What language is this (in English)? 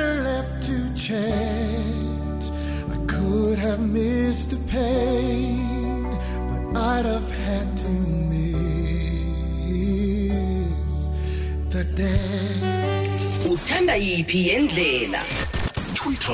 South Ndebele